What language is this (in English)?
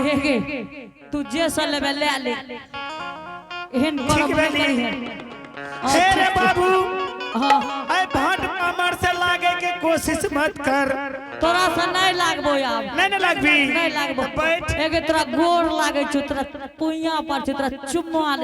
Angika